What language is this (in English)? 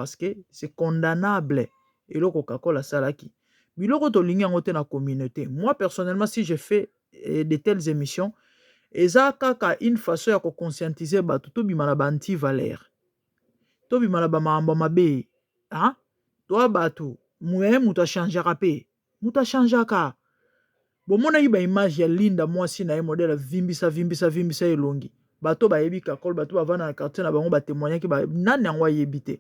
Lingala